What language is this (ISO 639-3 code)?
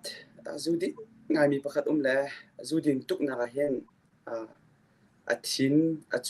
cnh